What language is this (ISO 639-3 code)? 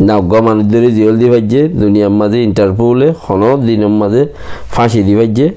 rhg